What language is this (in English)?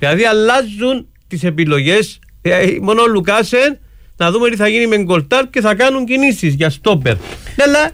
Greek